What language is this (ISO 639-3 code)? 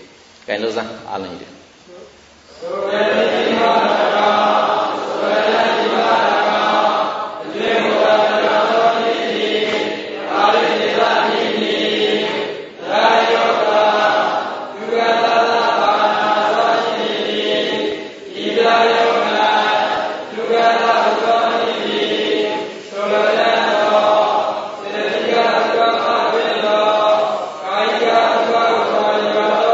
mya